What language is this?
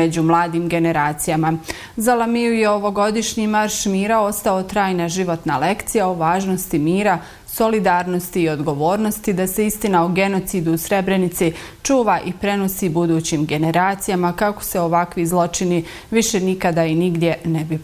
Bosnian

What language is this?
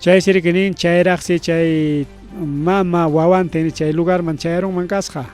Ayacucho Quechua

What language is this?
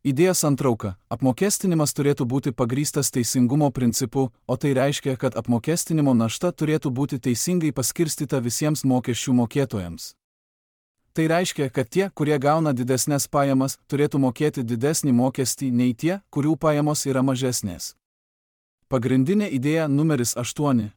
Lithuanian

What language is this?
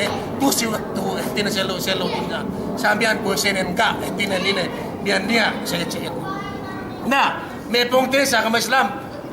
Yakan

